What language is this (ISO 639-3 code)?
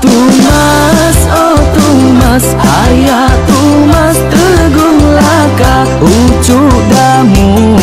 iba